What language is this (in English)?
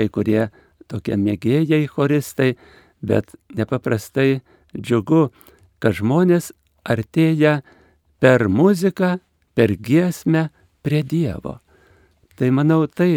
Lithuanian